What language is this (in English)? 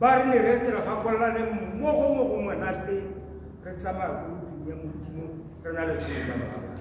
Tswana